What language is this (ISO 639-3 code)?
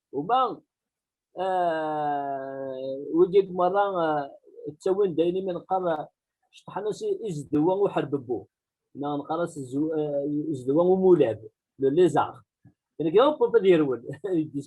kab